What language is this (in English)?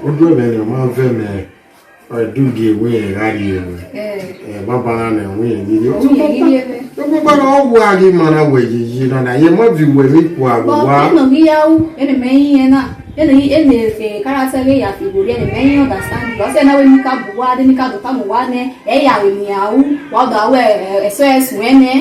Bini